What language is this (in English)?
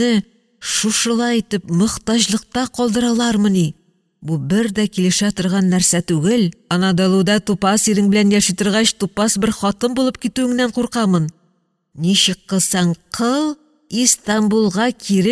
Tatar